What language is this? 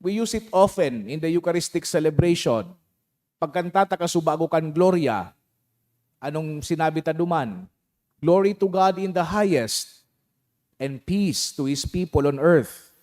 Bikol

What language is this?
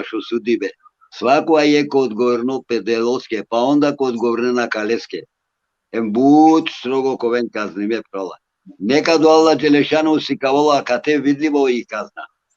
Balkan Romani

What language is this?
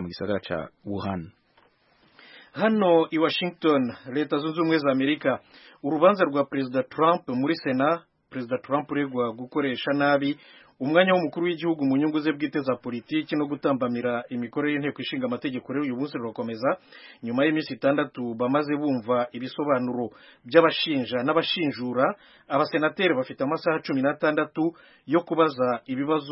Kinyarwanda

